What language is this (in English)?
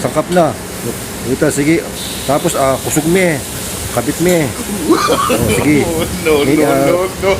Pampanga